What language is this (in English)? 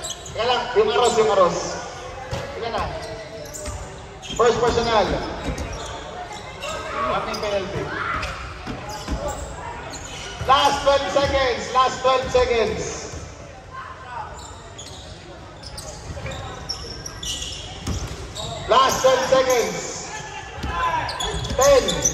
Filipino